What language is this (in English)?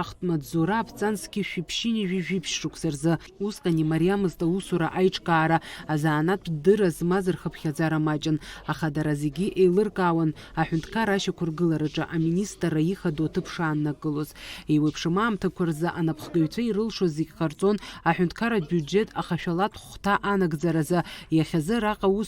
Abkhazian